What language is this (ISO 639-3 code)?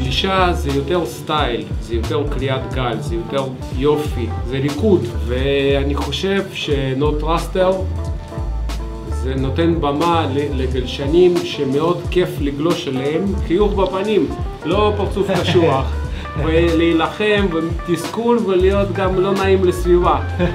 heb